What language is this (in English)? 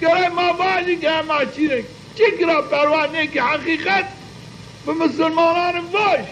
Zaza